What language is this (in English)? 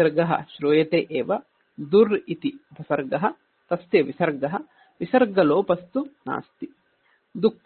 Sanskrit